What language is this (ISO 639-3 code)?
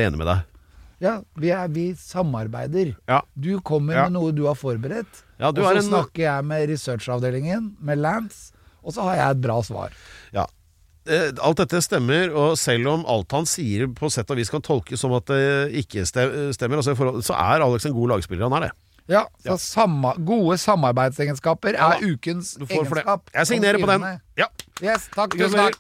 nor